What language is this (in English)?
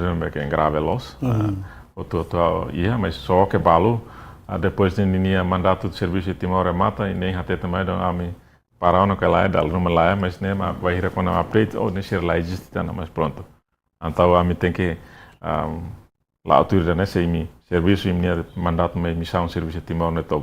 Tetum